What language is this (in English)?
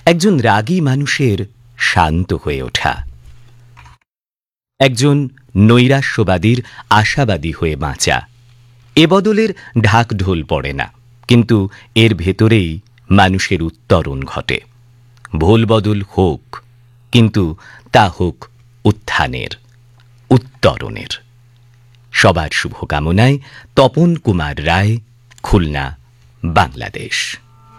Bangla